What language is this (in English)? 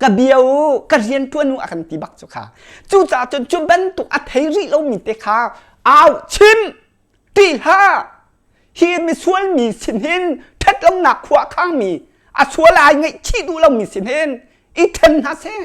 Hakha Chin